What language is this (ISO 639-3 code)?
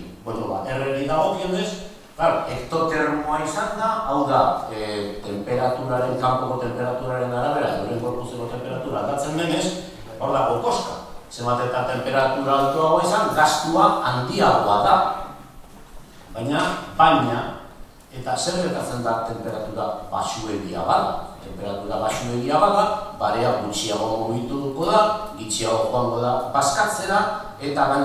eus